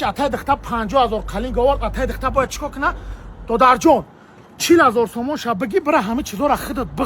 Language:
Tajik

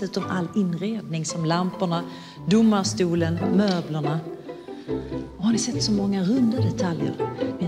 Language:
Swedish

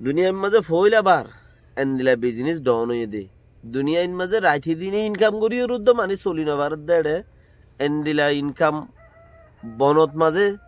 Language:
Rohingya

